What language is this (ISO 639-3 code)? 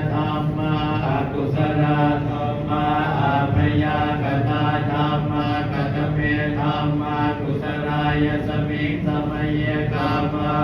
pli